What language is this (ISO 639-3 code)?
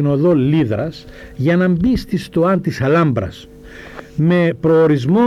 ell